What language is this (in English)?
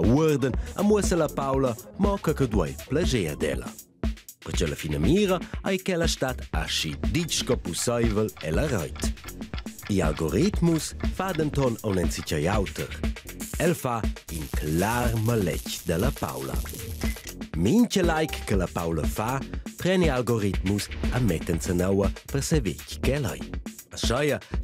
Romansh